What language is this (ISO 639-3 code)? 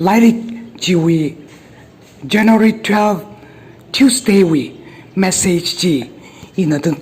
nmf